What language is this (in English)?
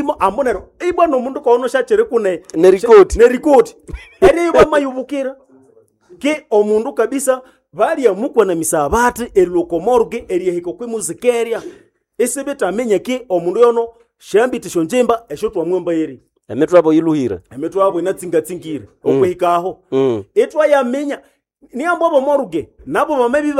Nande